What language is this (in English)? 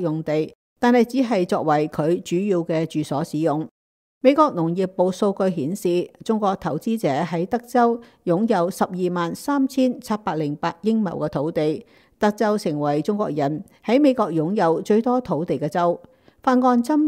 Cantonese